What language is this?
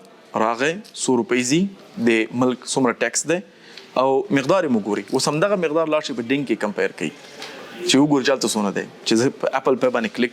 Pashto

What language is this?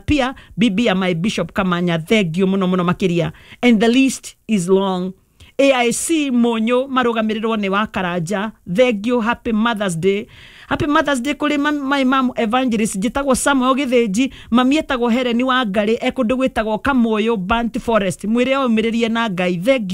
Kikuyu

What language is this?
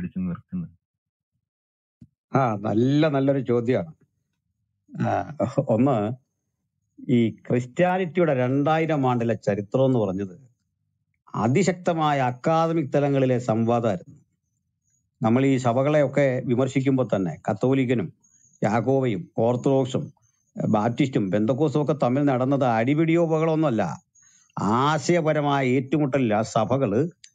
Malayalam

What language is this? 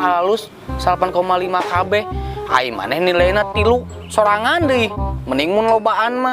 Sundanese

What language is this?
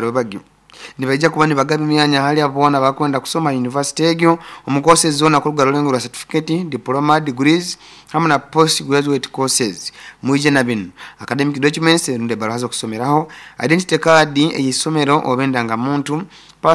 Nyoro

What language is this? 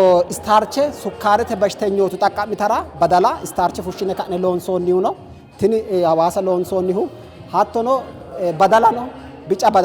Sidamo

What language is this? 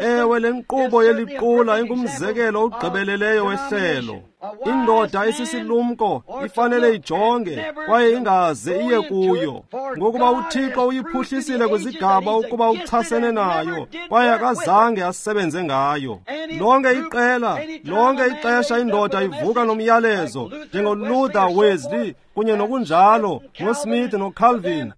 Xhosa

